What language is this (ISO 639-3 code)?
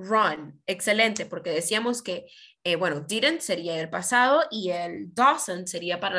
spa